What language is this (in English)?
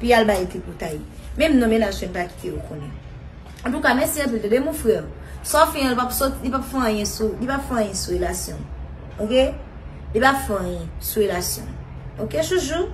Haitian Creole